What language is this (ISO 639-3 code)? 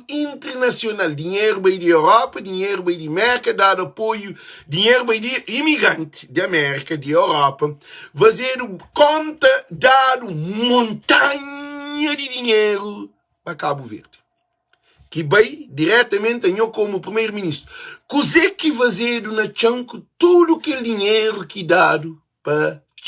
kea